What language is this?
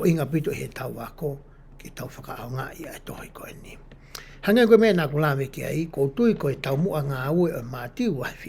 Tongan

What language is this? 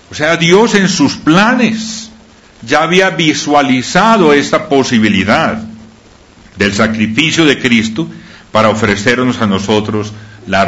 Spanish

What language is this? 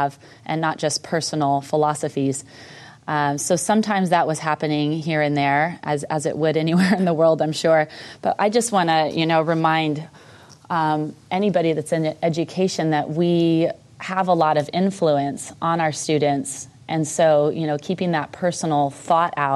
English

